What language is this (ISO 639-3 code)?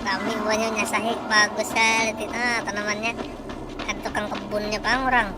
bjn